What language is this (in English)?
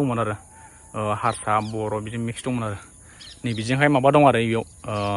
Bodo